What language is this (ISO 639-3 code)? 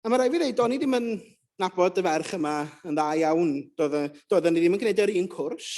cym